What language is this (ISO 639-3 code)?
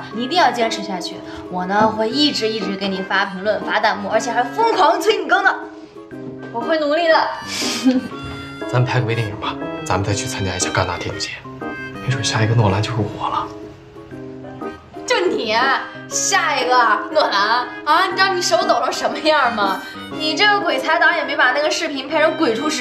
zho